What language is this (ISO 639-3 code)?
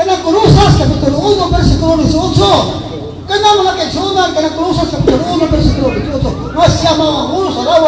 ceb